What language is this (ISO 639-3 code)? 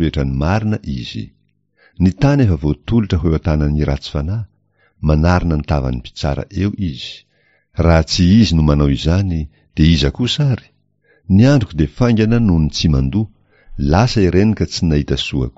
mlg